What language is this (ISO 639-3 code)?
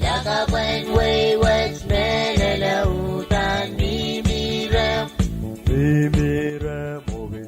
pon